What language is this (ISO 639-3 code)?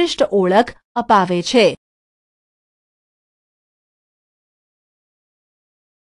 guj